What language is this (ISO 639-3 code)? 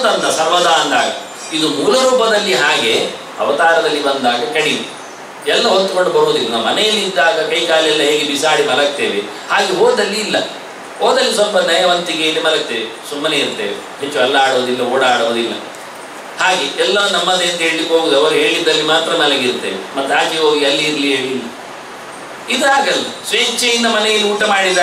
kan